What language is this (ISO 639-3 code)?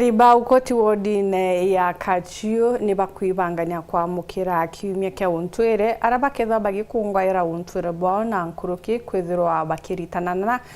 mer